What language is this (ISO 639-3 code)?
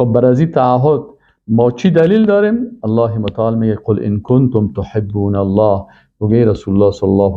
fas